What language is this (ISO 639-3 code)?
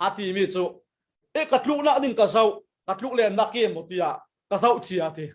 cfm